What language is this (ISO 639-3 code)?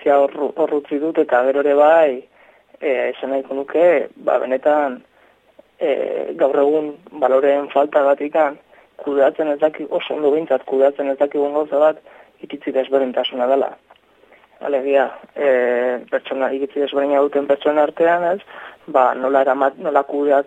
eus